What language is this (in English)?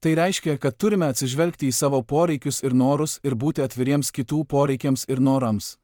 Lithuanian